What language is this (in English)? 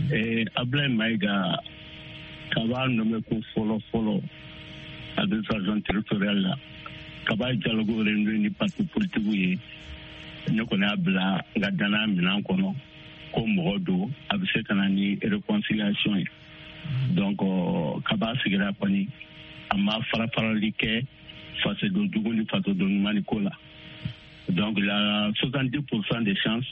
Bambara